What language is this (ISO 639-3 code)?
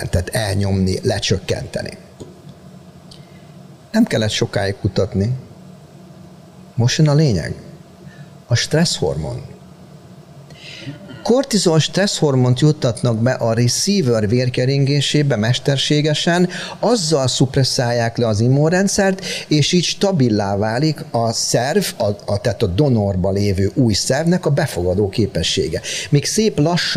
hun